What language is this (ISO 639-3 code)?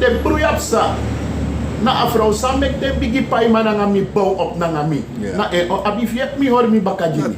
srn